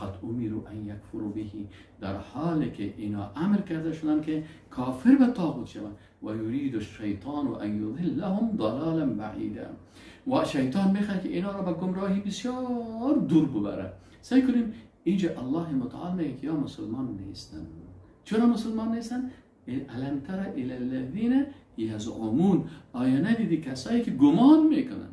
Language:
Persian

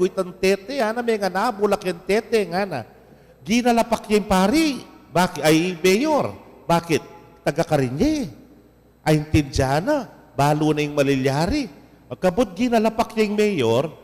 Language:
Pampanga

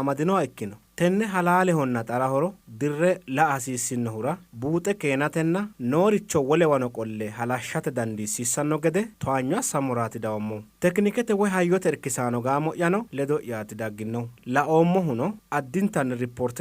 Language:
Sidamo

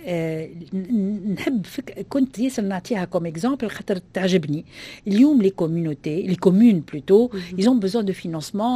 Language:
Tunisian Arabic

